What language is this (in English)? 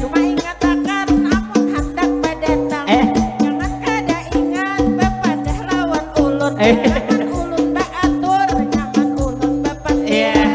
Banjar